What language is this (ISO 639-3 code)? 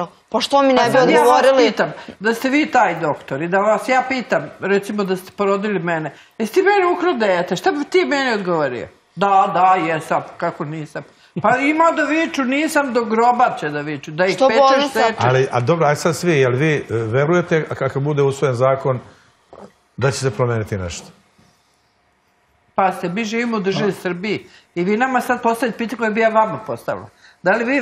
srp